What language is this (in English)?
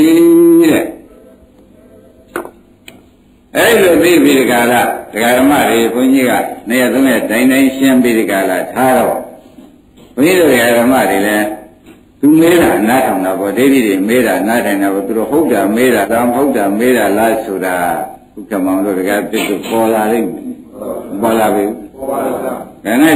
Burmese